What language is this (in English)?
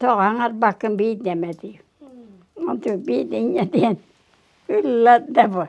Yakut